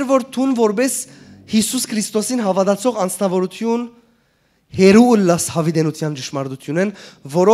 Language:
Western Armenian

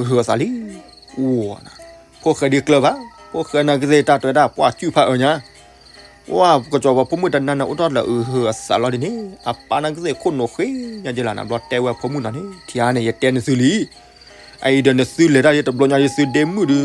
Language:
S'gaw Karen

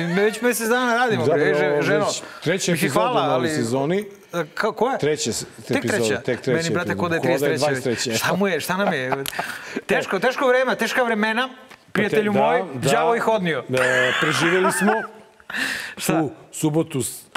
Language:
Serbian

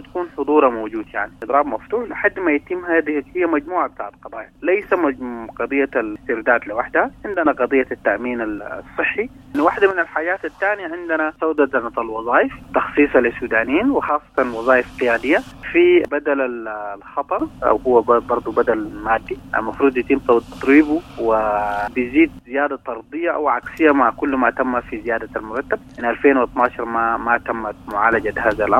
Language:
Sudanese Arabic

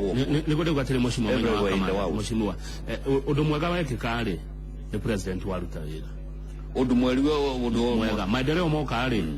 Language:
Kikuyu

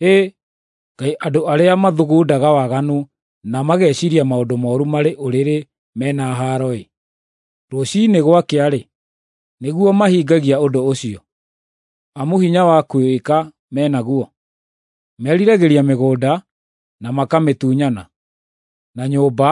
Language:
Kikuyu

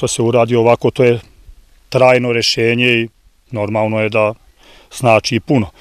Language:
Serbian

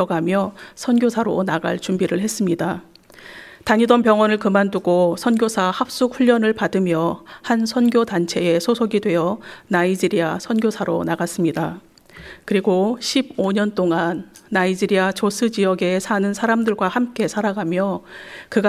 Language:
Korean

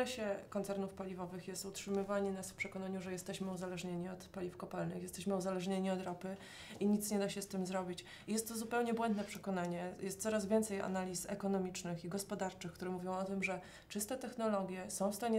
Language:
Polish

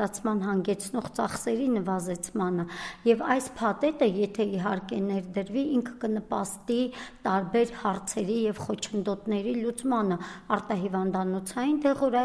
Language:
Armenian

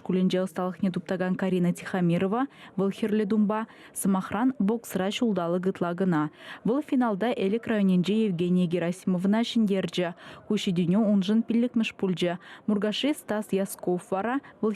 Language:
Chuvash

